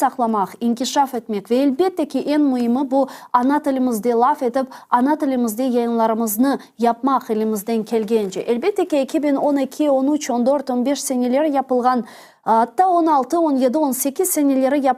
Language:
Crimean Tatar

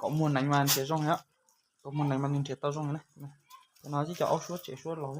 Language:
Hmong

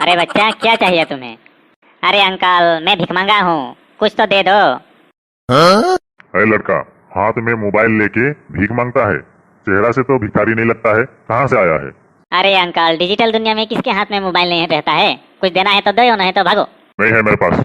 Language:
Sadri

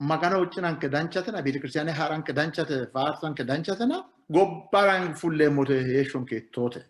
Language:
Sidamo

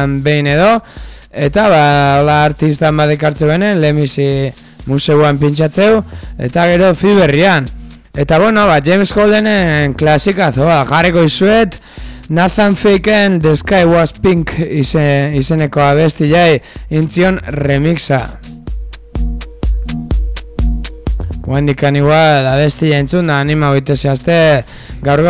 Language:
Basque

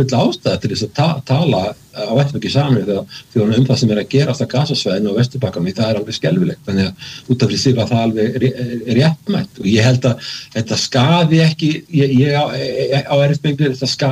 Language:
Icelandic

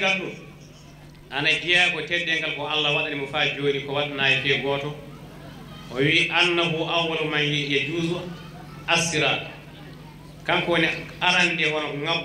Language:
Fula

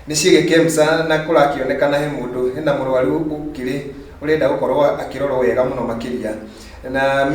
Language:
Kikuyu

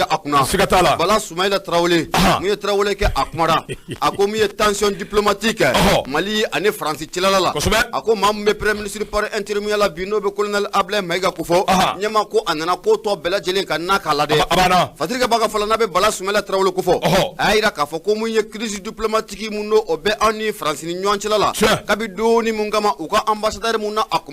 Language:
Bambara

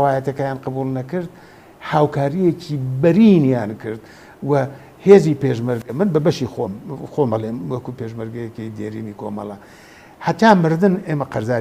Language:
Central Kurdish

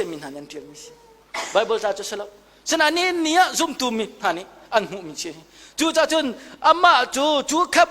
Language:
Hakha Chin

